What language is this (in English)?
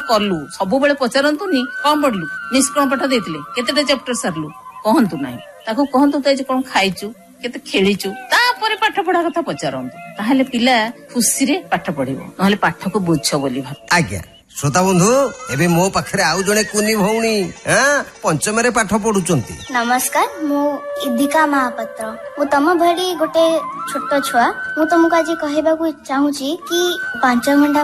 Odia